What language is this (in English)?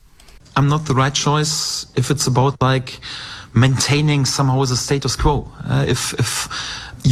English